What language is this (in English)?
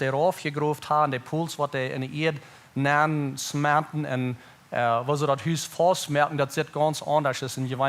Plautdietsch